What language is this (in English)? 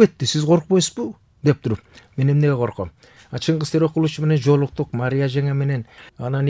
Kyrgyz